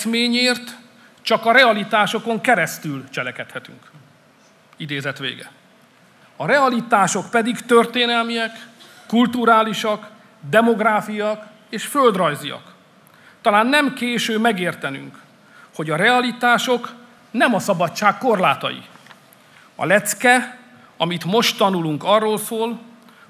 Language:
Hungarian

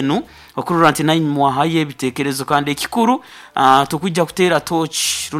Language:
Nyoro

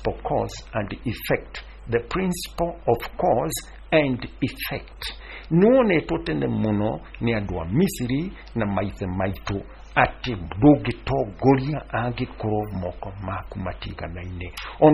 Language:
Kikuyu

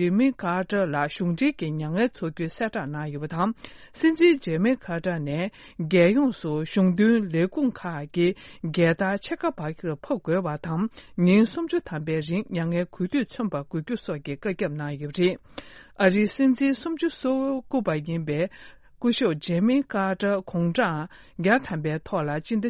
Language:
Tibetan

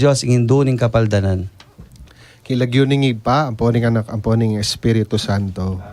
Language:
Pampanga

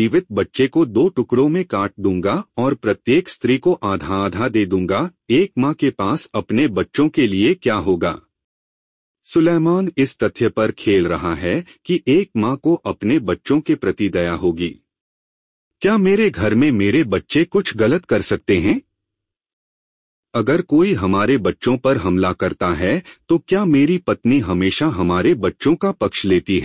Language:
Hindi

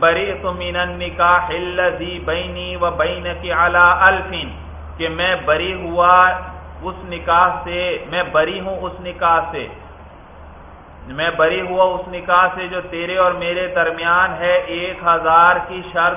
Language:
Urdu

